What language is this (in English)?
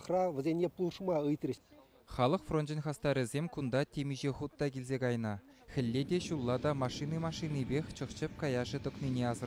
Chuvash